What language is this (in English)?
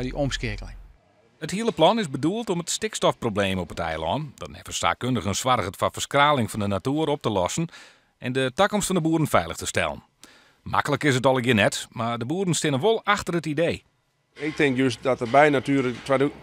Western Frisian